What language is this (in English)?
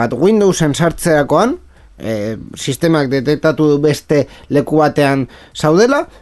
Basque